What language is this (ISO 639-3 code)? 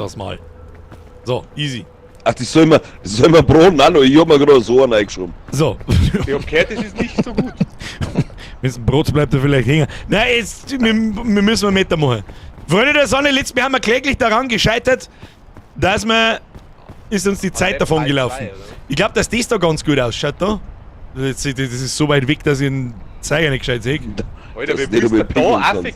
bar